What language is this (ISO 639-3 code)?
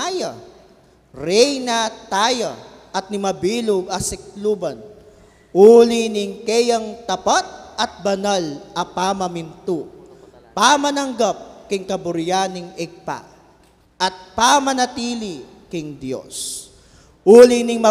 pam